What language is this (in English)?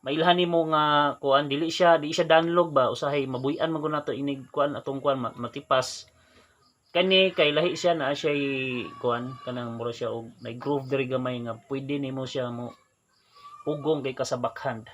Cebuano